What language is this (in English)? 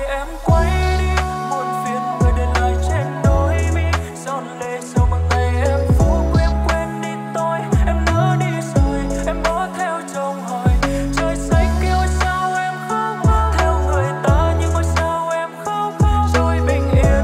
Vietnamese